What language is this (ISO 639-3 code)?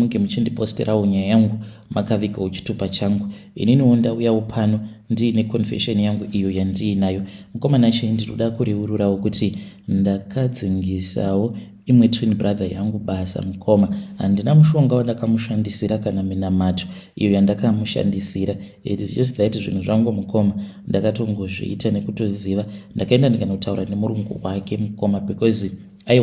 sna